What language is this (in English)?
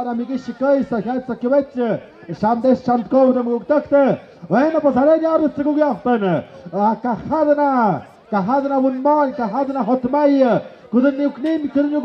Tlahuitoltepec Mixe